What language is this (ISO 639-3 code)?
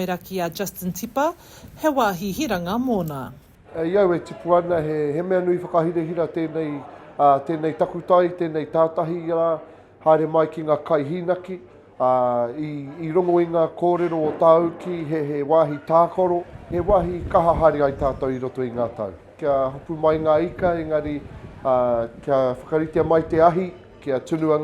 mri